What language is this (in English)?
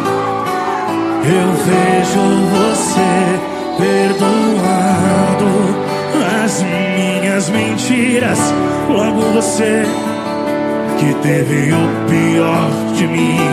Portuguese